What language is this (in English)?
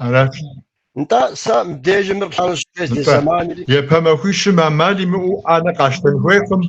Kabardian